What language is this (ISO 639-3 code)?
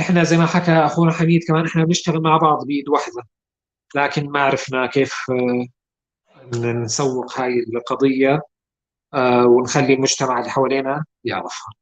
apc